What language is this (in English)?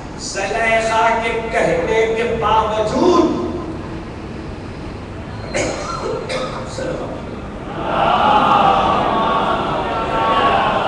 Urdu